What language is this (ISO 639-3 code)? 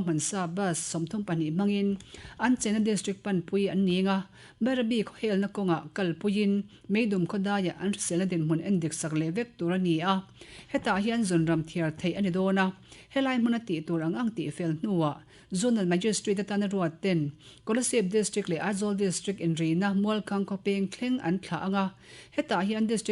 lus